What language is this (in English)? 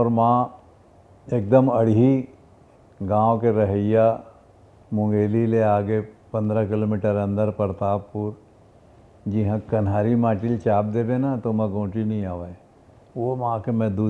Chhattisgarhi